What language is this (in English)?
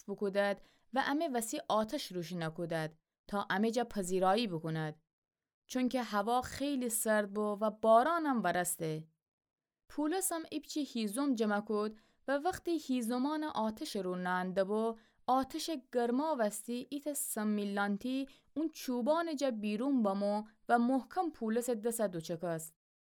Gilaki